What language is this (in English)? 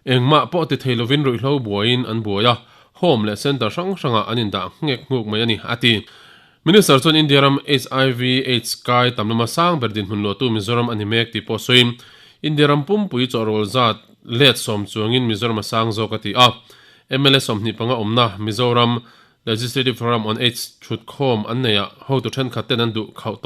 Mizo